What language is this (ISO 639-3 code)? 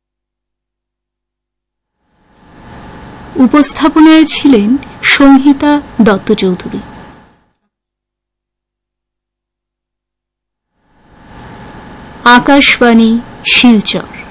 ben